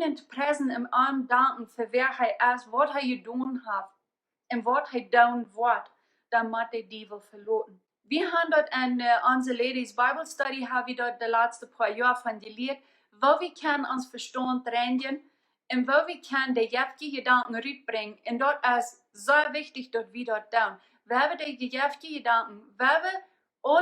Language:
Plautdietsch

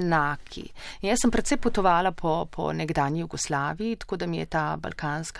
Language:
Slovenian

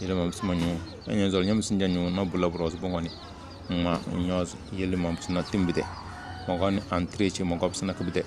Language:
Tem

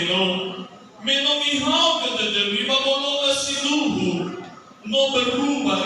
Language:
Nias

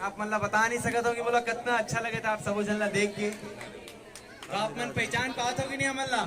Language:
Chhattisgarhi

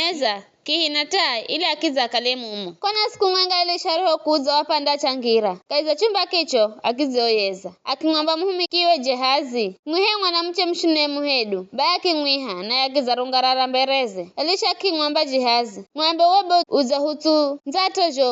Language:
Giryama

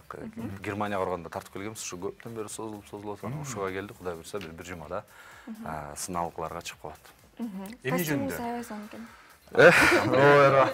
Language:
Kyrgyz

